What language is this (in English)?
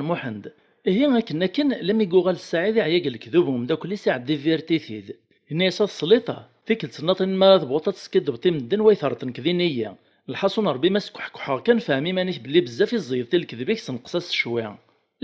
Kabyle